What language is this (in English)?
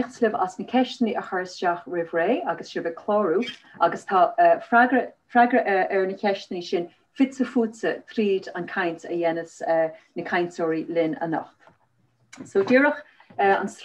Irish